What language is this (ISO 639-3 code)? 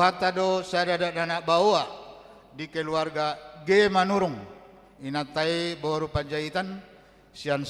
bbc